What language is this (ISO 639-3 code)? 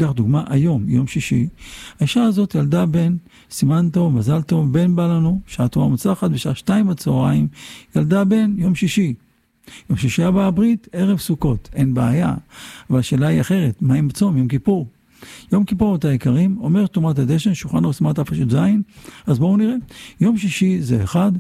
heb